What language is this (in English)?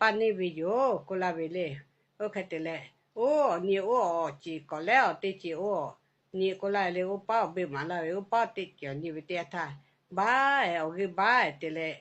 Lahu